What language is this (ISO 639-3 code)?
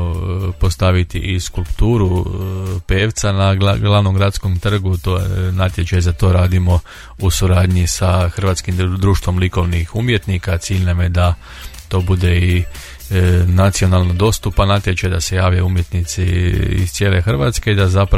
hrv